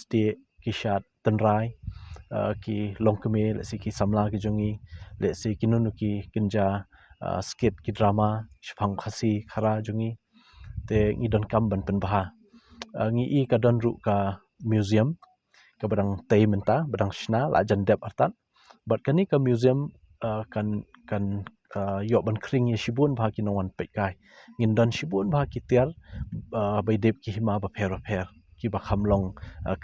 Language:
Khasi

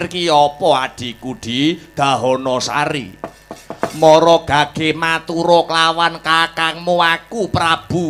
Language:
Javanese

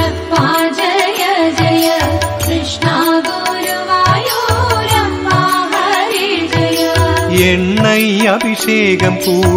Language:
Tamil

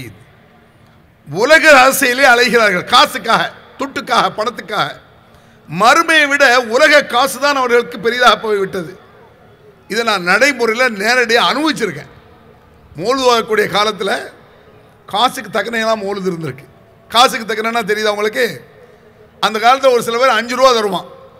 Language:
Tamil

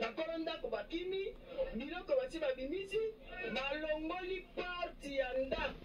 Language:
Lingala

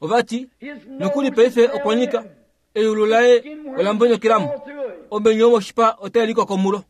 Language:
Kuanyama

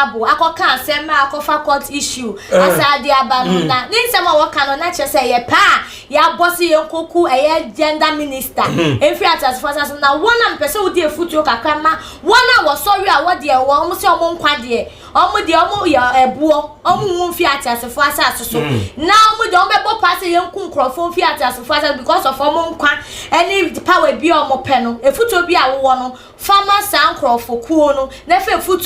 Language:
Akan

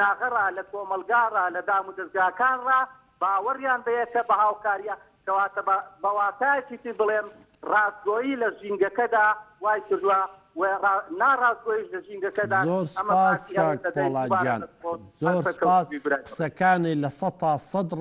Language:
Central Kurdish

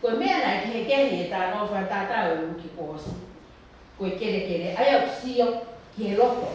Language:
Tongan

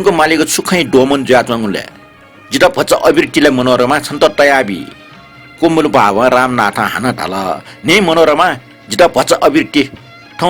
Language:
Newari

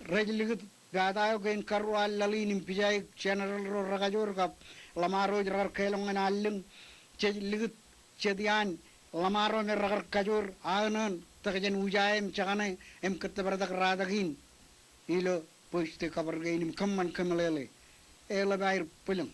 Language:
Marshallese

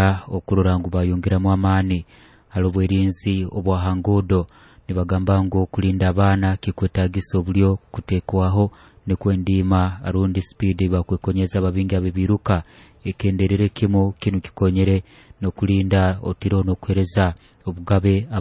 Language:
Nyoro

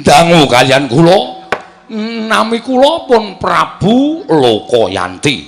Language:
Javanese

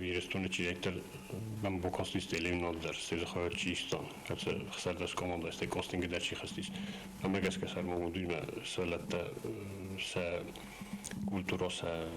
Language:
Ossetic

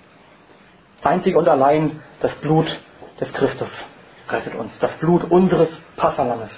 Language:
German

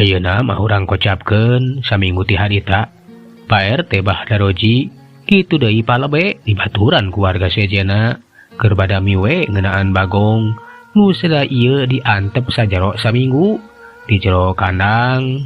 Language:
Sundanese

